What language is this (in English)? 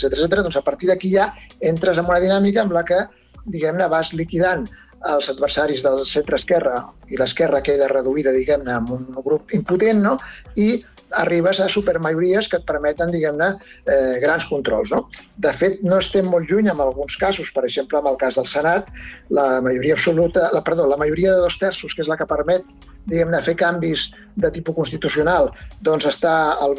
Catalan